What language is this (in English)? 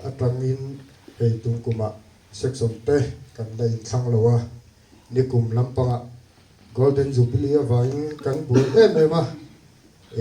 Mizo